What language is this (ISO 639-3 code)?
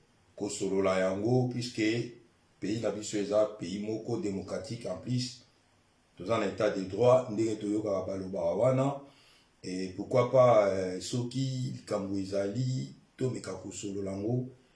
lin